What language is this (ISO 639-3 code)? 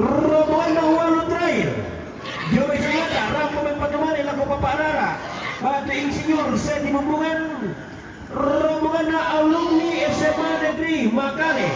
sda